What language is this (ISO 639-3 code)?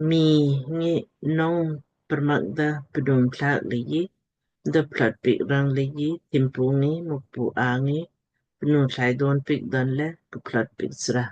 lmk